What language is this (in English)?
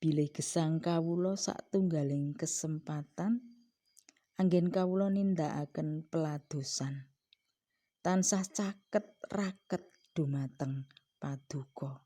Javanese